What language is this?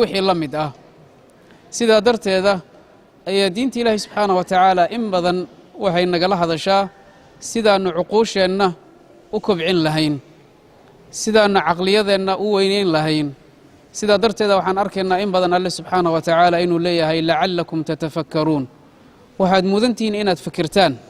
Somali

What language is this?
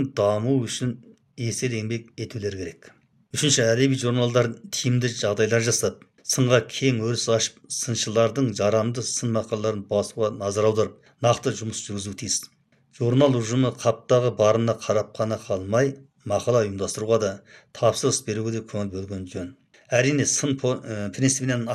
Kazakh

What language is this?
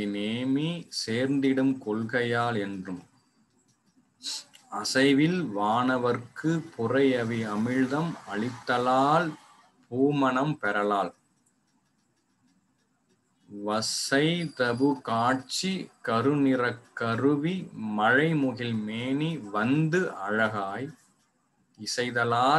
Tamil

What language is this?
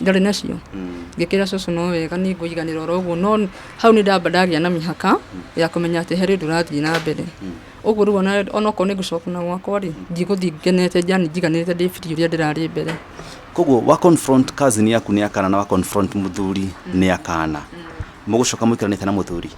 Kikuyu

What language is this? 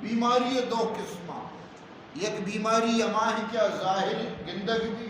Eastern Balochi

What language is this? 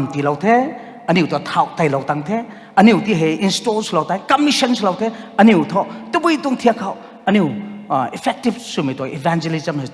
Rongmei Naga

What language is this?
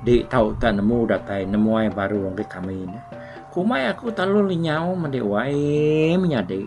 Iban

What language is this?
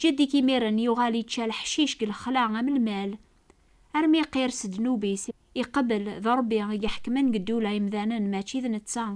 Kabyle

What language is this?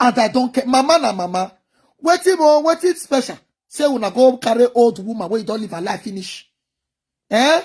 Nigerian Pidgin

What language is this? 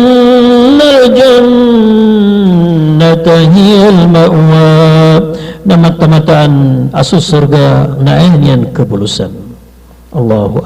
Maranao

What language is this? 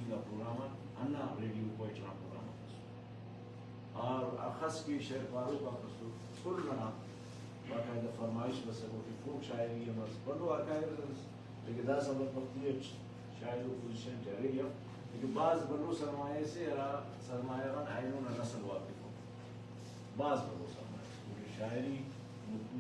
Brahui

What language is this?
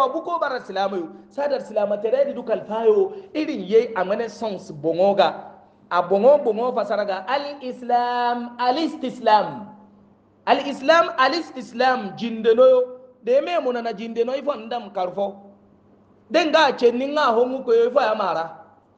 Hausa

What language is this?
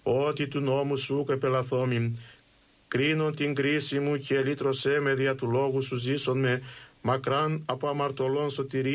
Greek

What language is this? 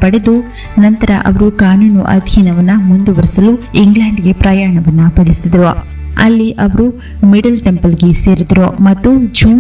Kannada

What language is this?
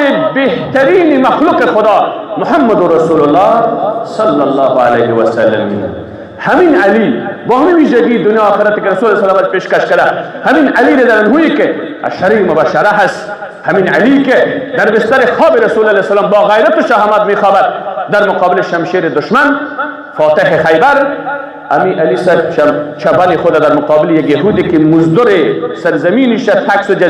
Persian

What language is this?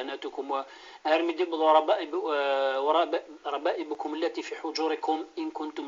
Kabyle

